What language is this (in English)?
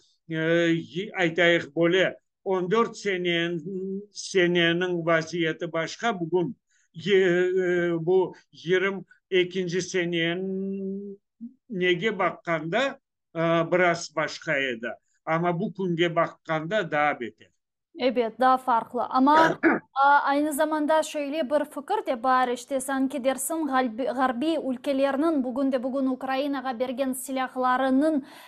Crimean Tatar